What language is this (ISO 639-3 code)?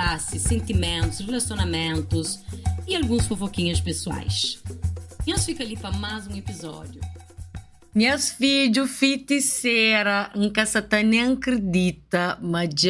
kea